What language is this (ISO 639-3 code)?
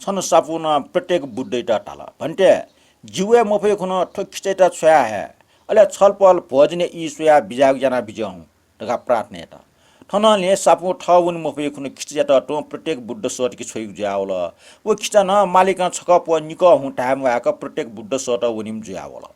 new